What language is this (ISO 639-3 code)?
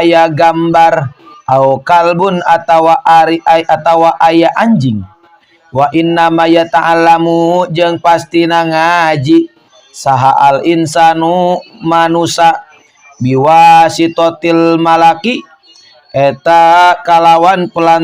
sun